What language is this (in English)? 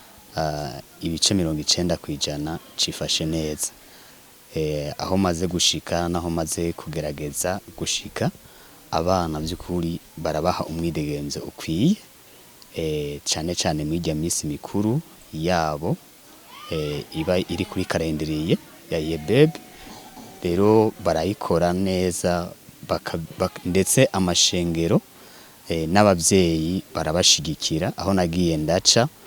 Rundi